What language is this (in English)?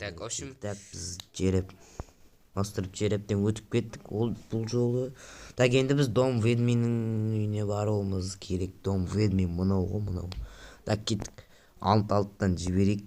Kazakh